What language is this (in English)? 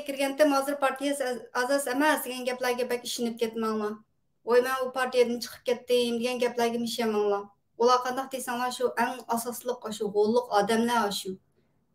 Uyghur